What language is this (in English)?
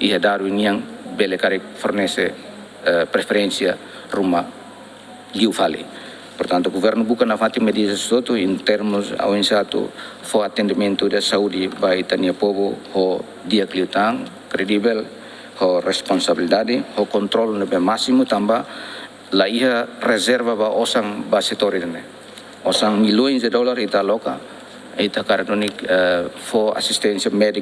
Tetum